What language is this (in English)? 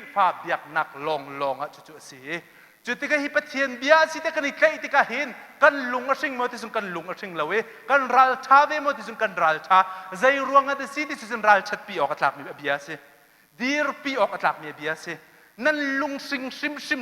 Hakha Chin